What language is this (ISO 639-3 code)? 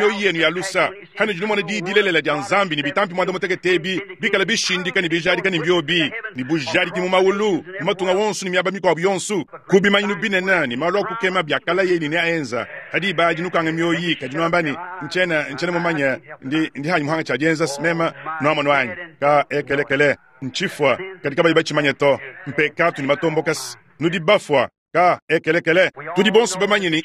lua